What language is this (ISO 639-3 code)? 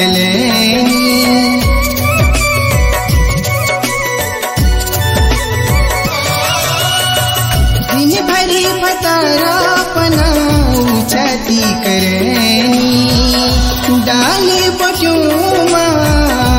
bho